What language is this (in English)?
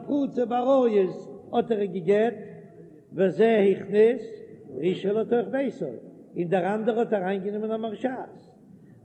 Yiddish